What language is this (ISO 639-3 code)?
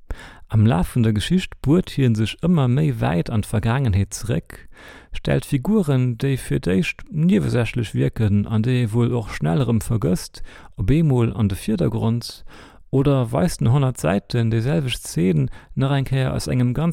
ltz